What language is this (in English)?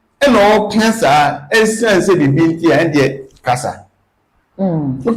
Akan